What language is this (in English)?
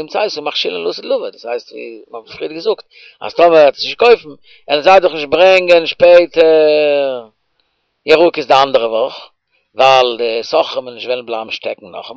Yiddish